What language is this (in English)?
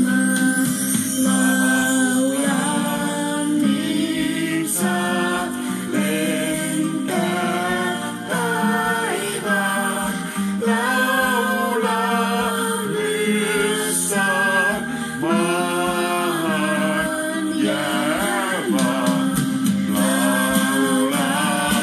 Finnish